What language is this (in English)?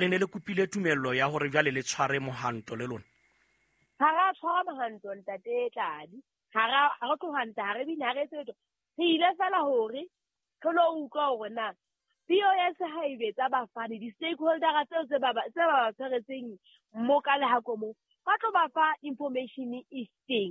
Southern Sotho